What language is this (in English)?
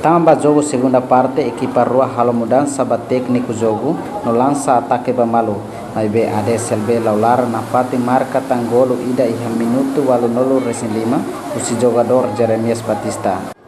Tetum